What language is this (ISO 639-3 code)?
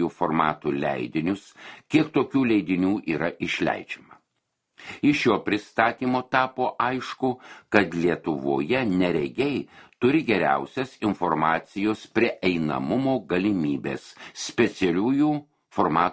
lit